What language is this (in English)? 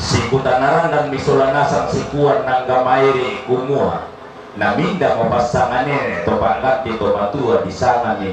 Toraja-Sa'dan